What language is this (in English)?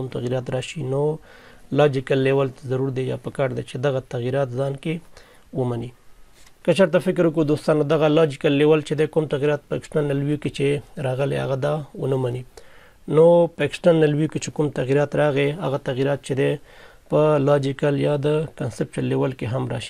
Pashto